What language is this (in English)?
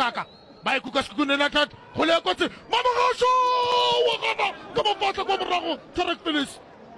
Northern Sotho